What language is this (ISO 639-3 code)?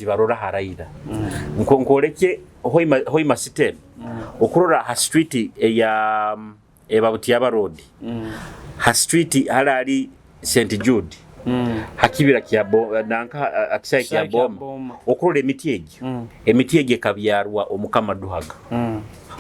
nyo